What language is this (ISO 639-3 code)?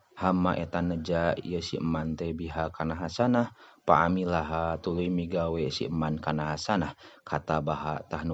sun